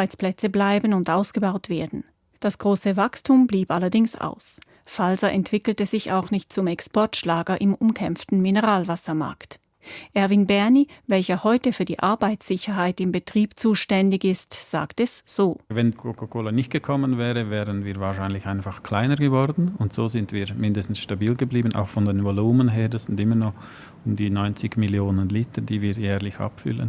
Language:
Swiss German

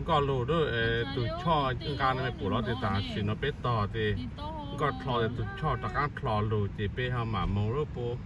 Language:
Hmong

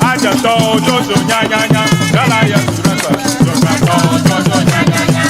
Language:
Ewe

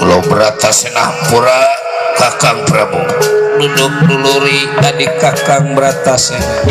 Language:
Betawi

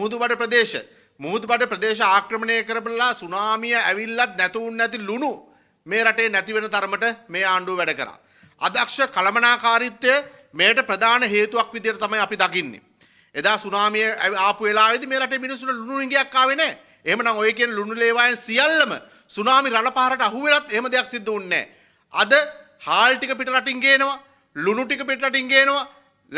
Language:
Sinhala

